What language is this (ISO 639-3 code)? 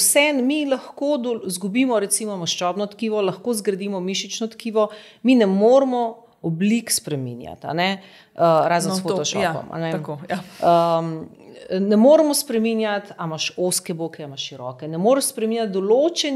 slv